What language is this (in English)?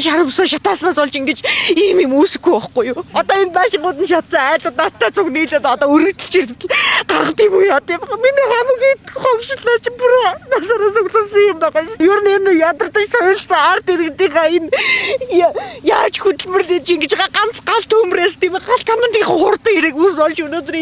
Mongolian